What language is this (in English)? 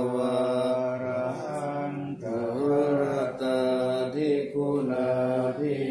Pali